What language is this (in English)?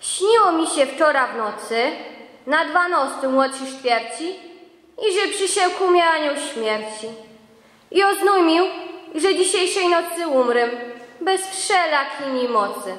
Silesian